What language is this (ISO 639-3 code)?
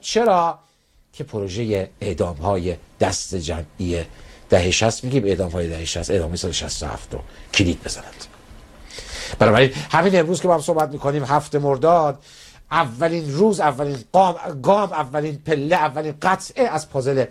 fas